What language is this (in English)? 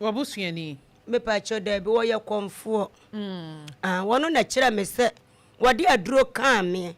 Akan